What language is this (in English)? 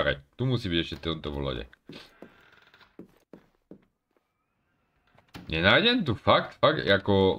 Slovak